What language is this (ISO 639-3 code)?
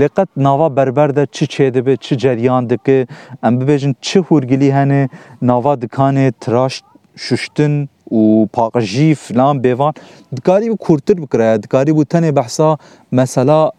kur